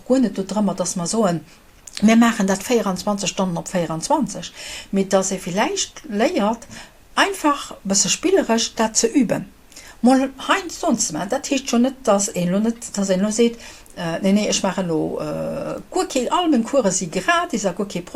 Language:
Luxembourgish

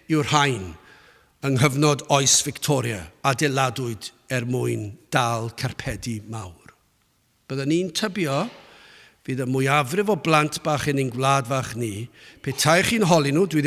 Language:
Welsh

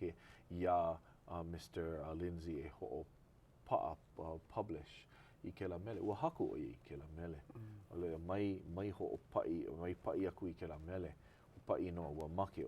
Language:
Hawaiian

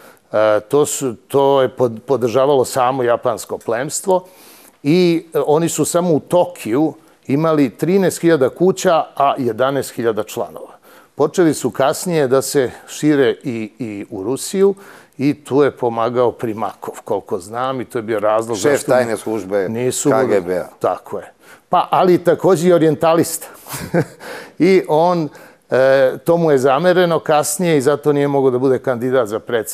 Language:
Serbian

